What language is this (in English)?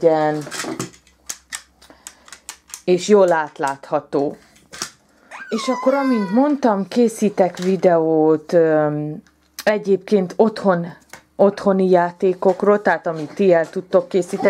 Hungarian